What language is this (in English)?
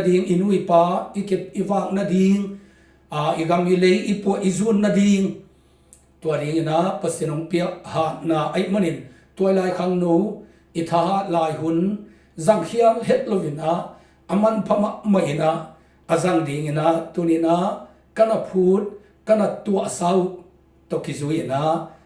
Tedim Chin